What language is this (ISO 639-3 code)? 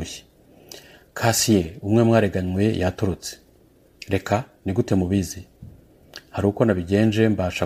kin